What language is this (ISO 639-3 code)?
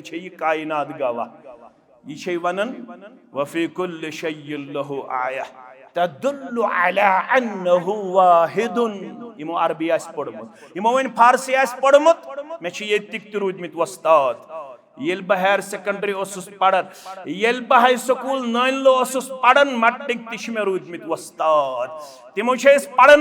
kas